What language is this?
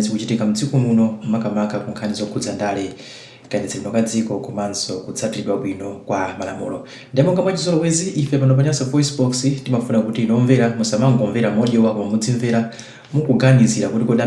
Nyanja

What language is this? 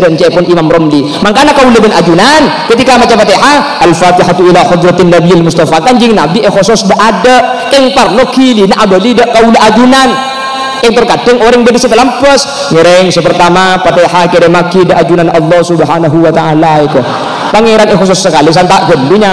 Madurese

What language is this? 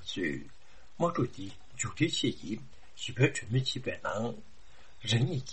Tibetan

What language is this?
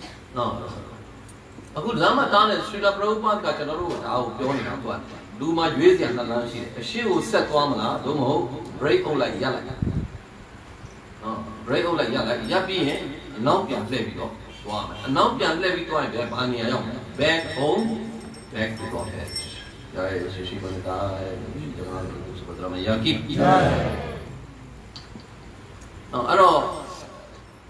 Burmese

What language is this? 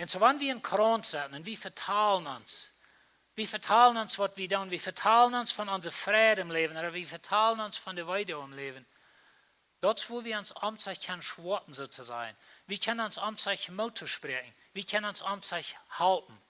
Plautdietsch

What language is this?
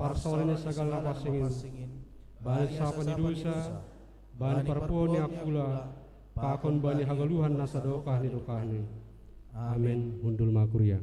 Batak Simalungun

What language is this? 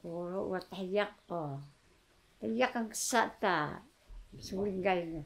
Taroko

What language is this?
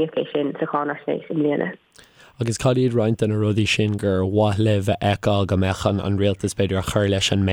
Irish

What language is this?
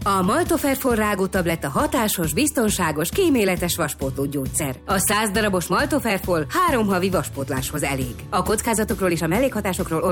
Hungarian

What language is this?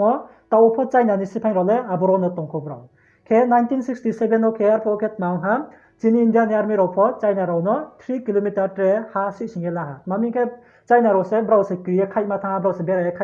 Riang (India)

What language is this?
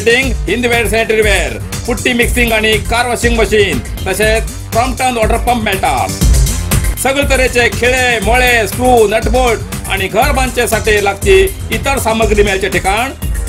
Konkani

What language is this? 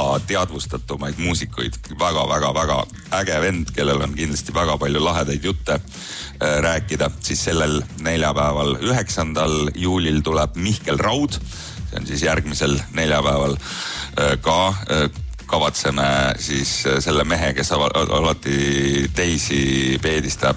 Estonian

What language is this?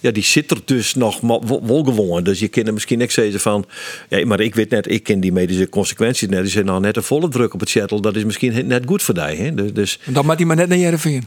Western Frisian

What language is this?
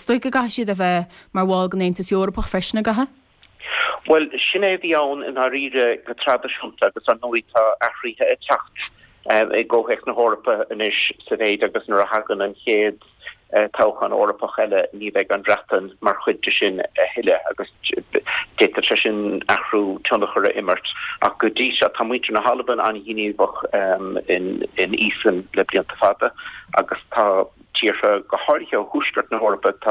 Irish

